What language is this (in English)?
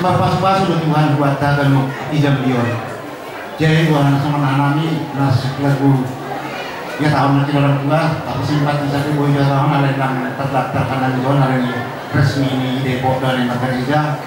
Batak Simalungun